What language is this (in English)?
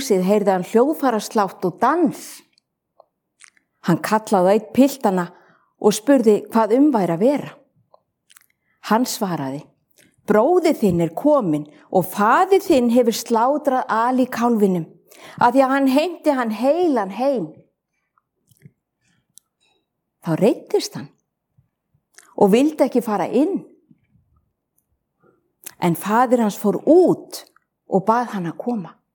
Icelandic